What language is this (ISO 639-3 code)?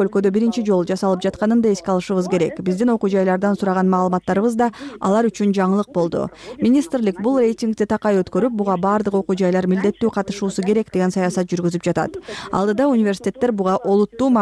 kir